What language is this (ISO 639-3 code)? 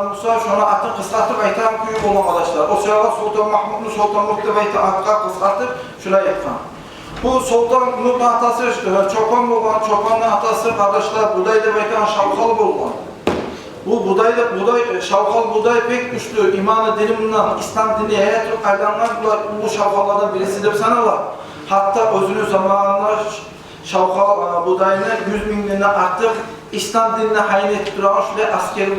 kum